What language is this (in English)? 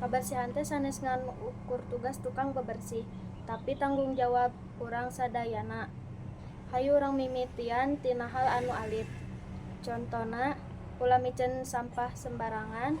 Sundanese